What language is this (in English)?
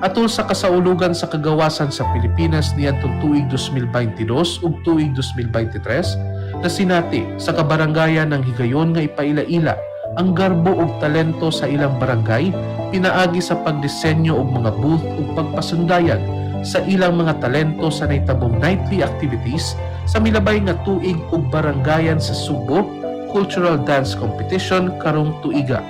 Cebuano